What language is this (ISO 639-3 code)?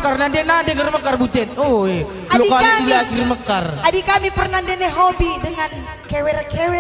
btx